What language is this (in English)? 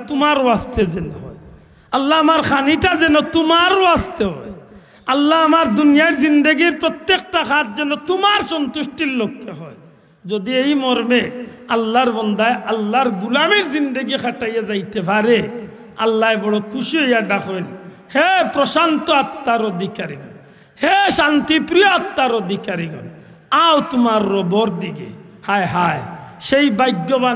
Sylheti